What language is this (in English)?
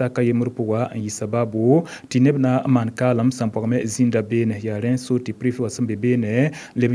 Mossi